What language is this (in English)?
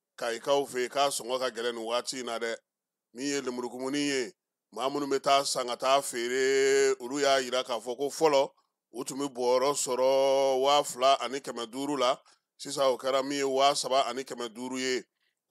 Bambara